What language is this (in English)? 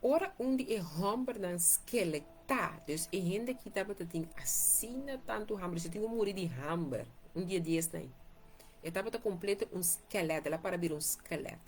Papiamento